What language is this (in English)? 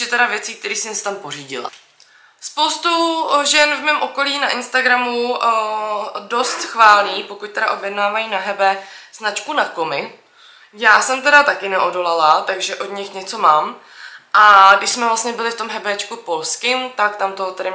Czech